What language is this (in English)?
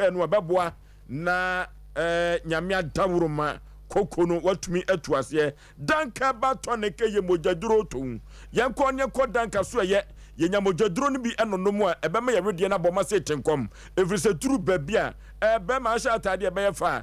Akan